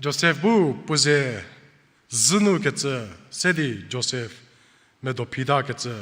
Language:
Angami Naga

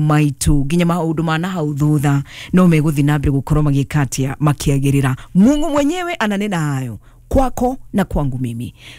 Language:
Kikuyu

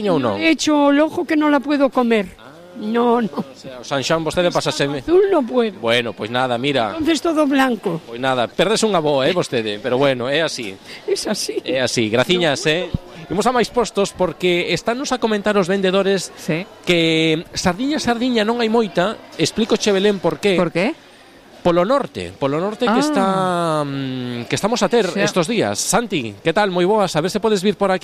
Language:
Galician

